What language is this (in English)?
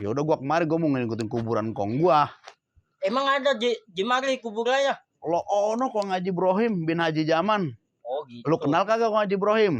Betawi